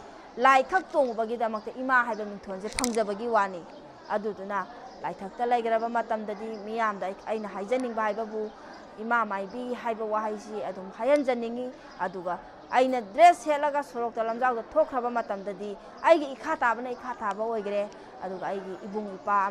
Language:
Manipuri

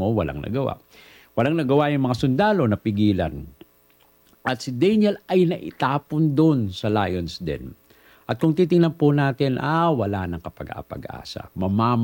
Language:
Filipino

